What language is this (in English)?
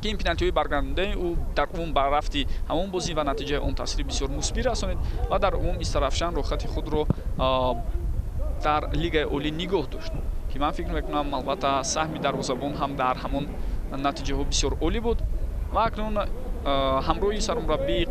Tajik